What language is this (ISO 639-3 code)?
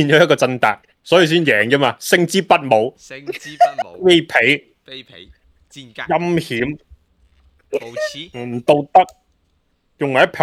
yue